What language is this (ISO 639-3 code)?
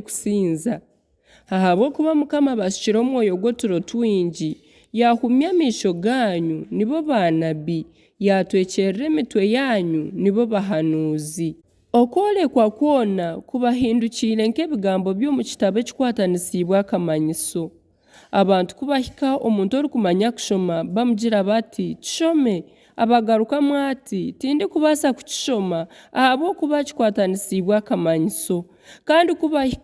nyn